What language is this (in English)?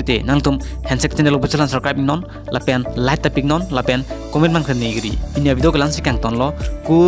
Karbi